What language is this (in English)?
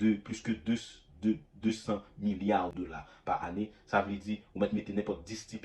Haitian Creole